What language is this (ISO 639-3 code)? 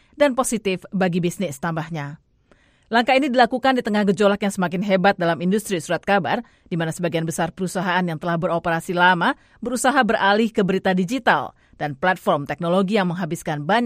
ind